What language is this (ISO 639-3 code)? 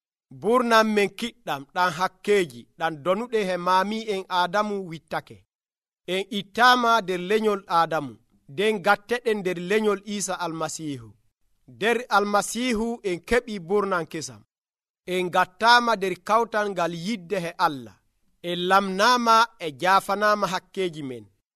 fuv